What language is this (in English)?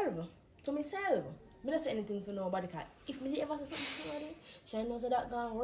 Jamaican Creole English